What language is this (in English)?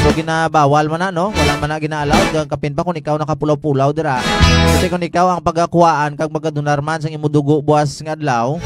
Hiligaynon